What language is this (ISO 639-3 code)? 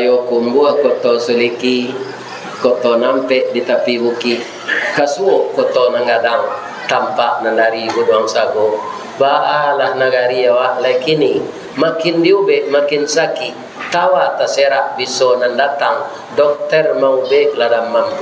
min